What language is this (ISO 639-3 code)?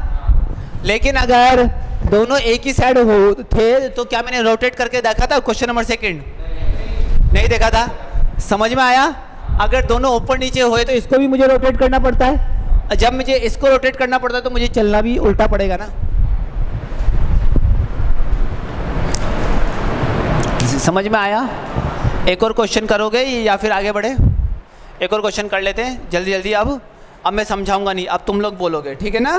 hin